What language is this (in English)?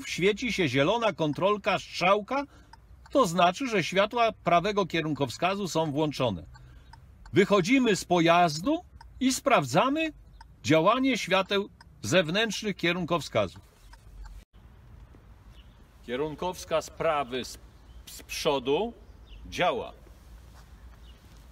Polish